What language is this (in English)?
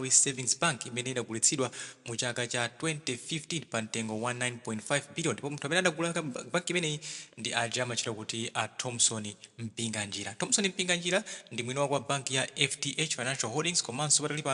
Nyanja